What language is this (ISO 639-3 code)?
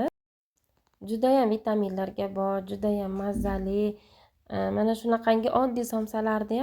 uzb